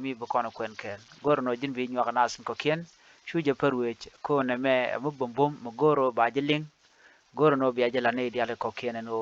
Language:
Nuer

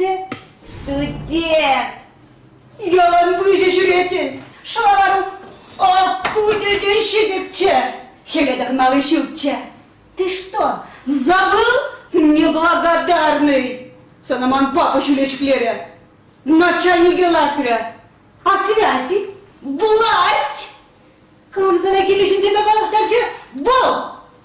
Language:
Chuvash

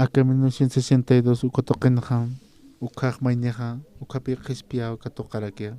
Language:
Aymara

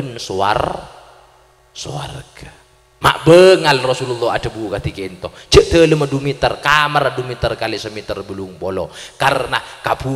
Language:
Madurese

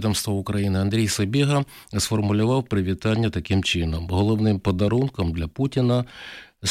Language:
Ukrainian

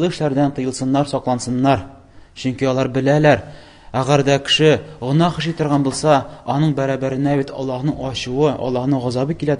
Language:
Tatar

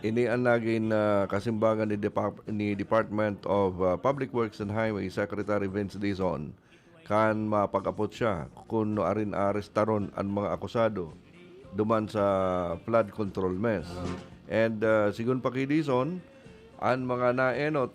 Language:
Bikol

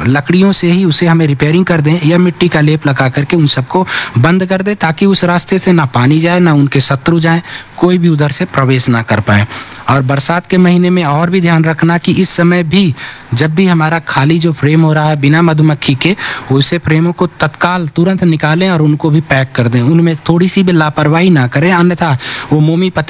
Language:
Hindi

